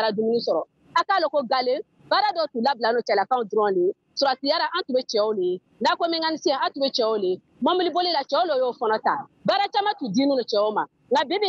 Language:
Bambara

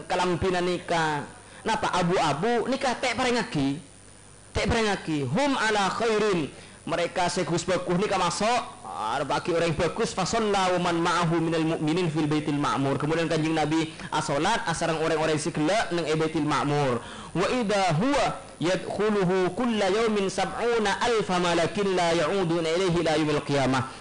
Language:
Madurese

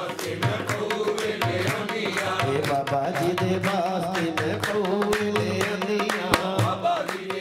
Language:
Punjabi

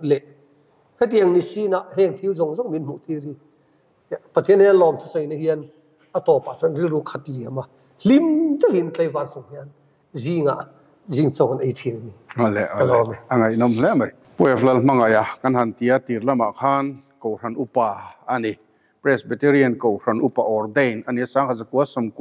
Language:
Mizo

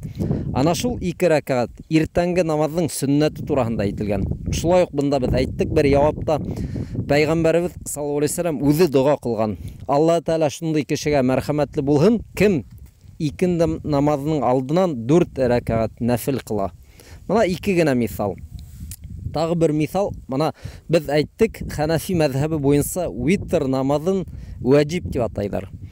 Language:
Bashkir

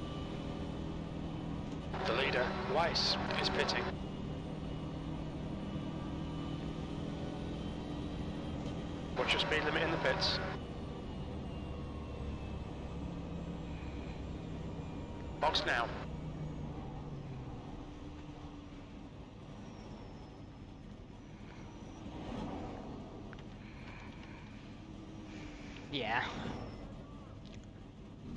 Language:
English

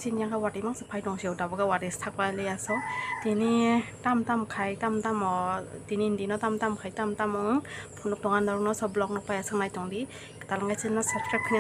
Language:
Kok Borok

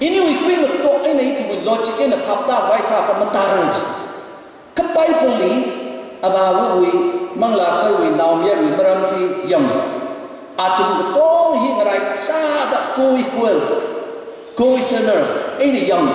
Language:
Tangkhul Naga (India)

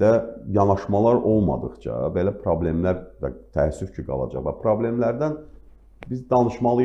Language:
Azerbaijani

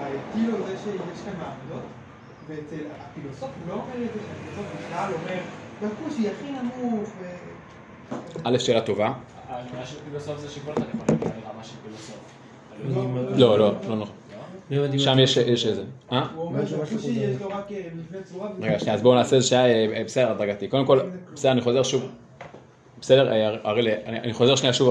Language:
Hebrew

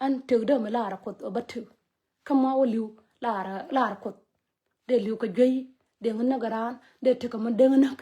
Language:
Nuer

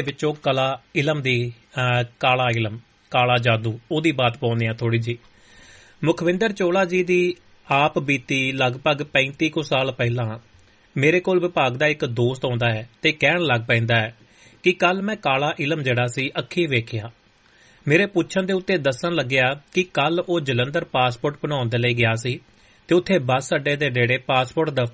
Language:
Punjabi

